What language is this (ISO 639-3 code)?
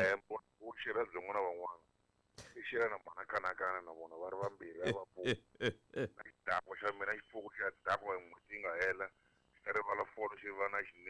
tso